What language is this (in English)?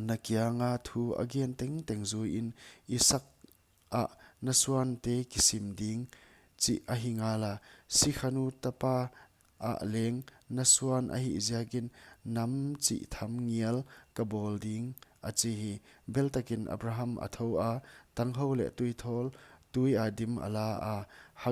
Paite Chin